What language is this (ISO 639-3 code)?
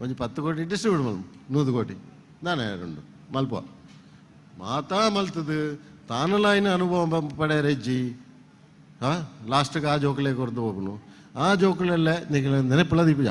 tcy